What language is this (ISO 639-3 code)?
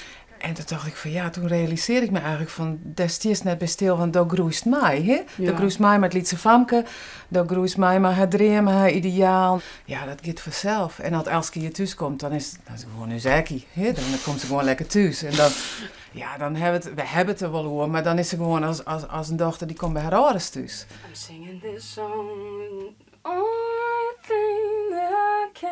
fry